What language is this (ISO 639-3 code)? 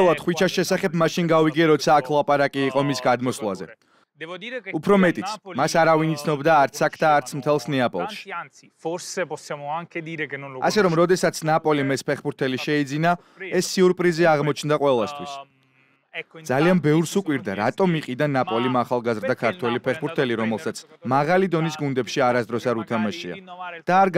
kat